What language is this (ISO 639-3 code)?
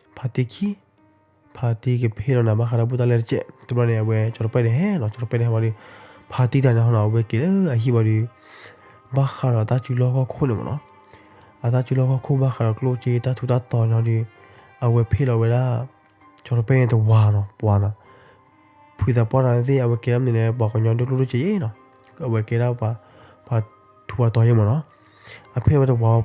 ksw